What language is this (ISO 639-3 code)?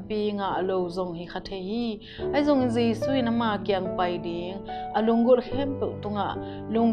ctd